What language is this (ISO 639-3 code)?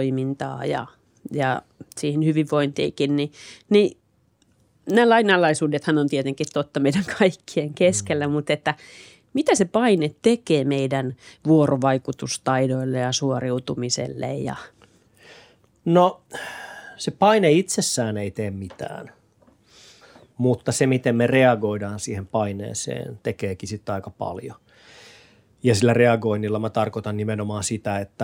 fin